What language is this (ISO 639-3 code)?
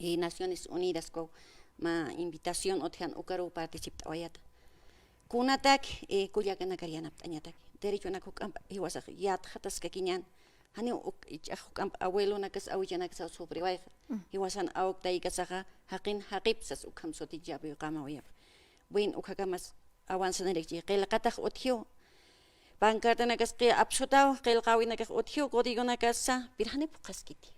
aym